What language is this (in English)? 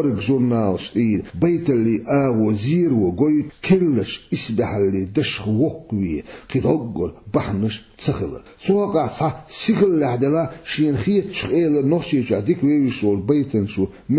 Chechen